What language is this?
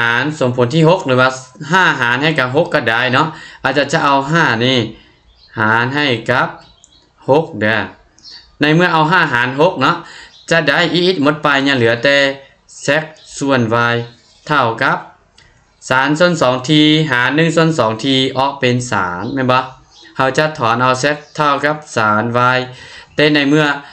Lao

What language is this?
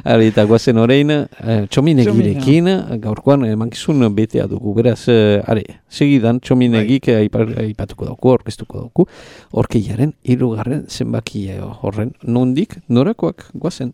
Basque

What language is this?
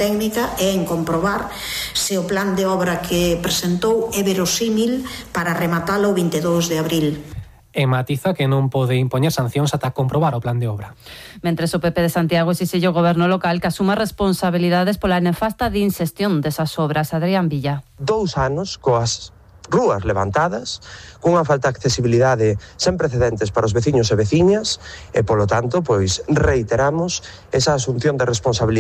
Galician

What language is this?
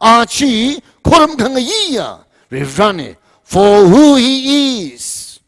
Tangkhul Naga (India)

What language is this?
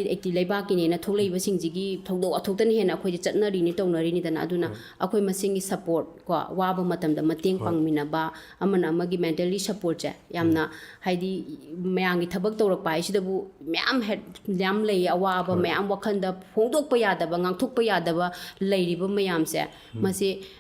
Manipuri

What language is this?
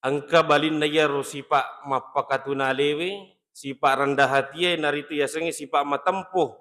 Buginese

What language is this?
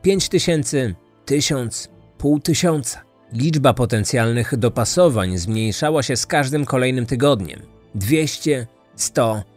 Polish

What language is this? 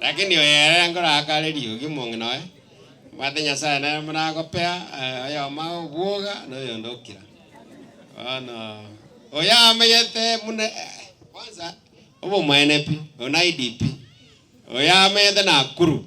Gusii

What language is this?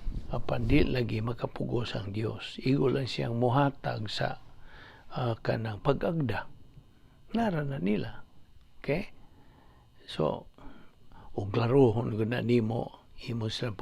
Cebuano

